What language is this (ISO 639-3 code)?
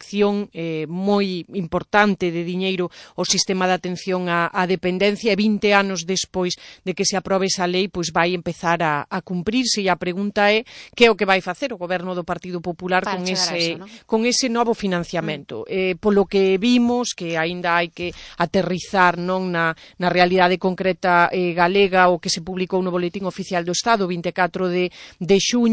glg